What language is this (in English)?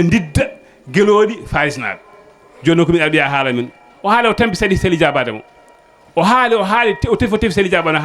Fula